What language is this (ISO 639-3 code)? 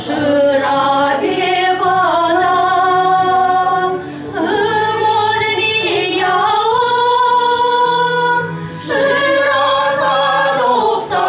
chv